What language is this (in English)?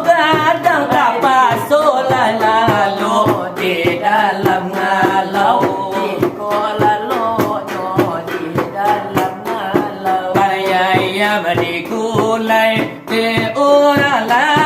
Minangkabau